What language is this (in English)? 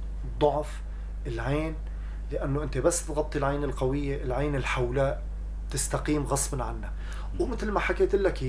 North Levantine Arabic